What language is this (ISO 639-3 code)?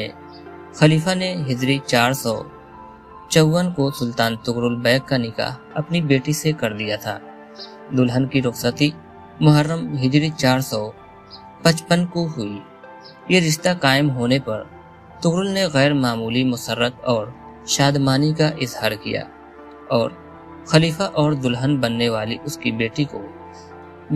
urd